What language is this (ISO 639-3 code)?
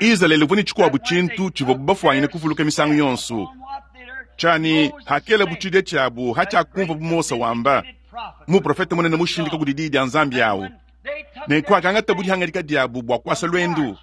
lua